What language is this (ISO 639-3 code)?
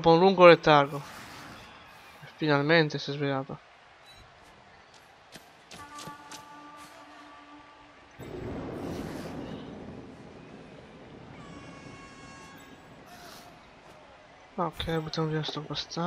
ita